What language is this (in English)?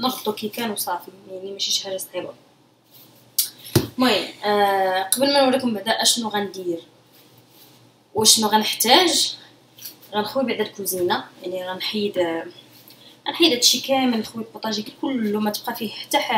Moroccan Arabic